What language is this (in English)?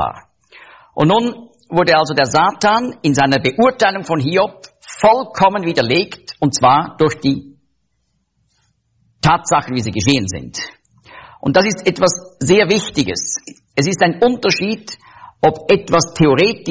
German